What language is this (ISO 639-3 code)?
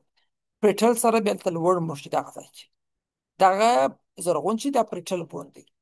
pus